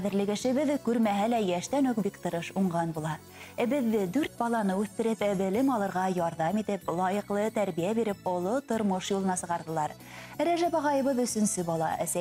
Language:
Bashkir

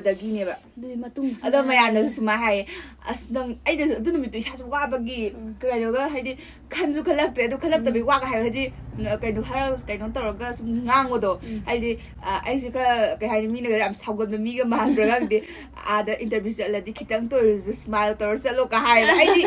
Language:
Manipuri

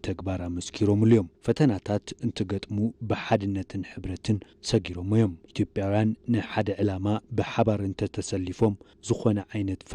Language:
Tigrinya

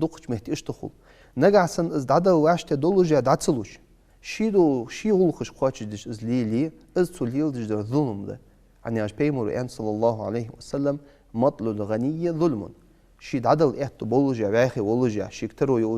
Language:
Ingush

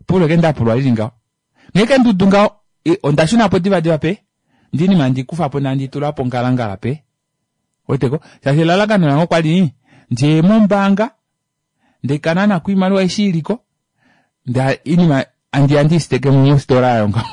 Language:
Kuanyama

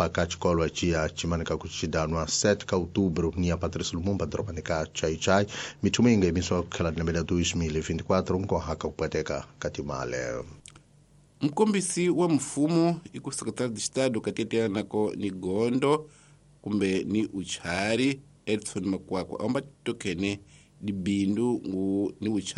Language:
Tsonga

